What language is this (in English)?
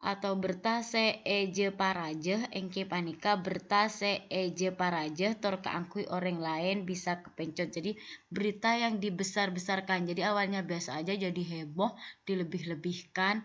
Madurese